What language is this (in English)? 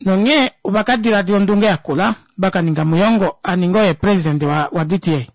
Kuanyama